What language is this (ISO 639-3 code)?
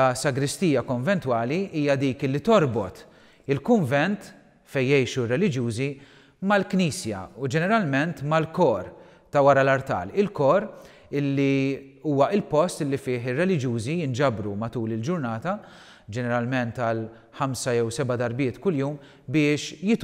mlt